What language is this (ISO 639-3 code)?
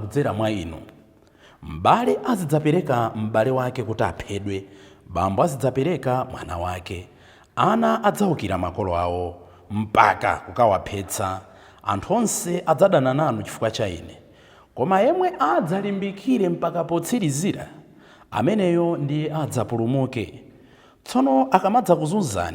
nya